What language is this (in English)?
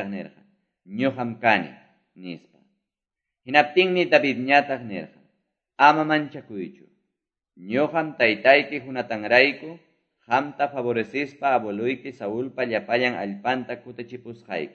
Quechua